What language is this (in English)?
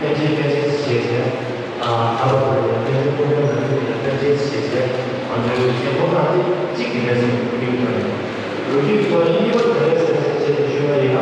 Tibetan